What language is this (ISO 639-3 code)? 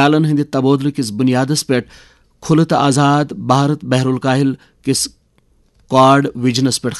kas